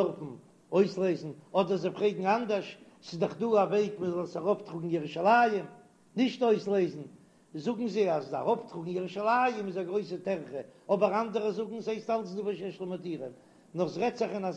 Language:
Yiddish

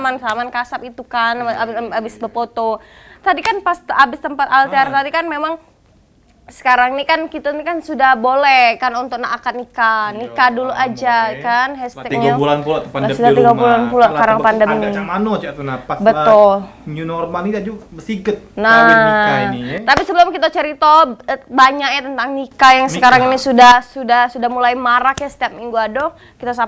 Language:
Musi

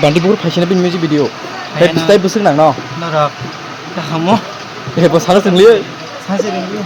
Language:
Kok Borok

